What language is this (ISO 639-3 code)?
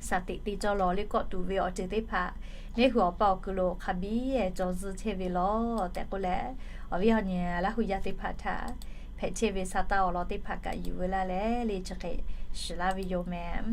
lhu